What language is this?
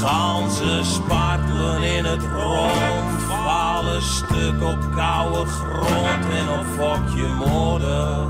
Western Frisian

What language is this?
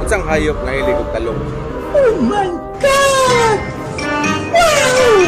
Cebuano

